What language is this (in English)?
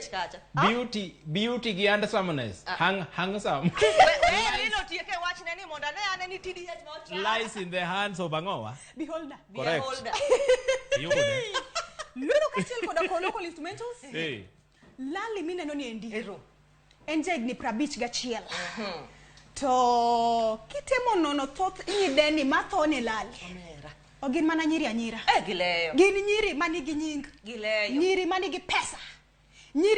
Luo (Kenya and Tanzania)